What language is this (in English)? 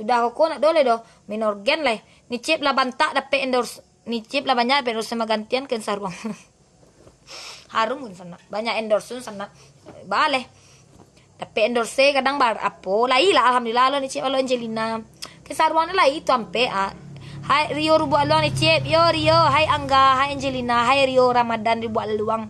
Minangkabau